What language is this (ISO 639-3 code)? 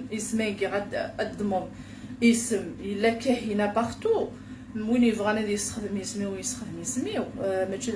kab